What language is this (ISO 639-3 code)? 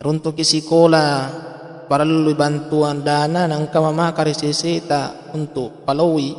bug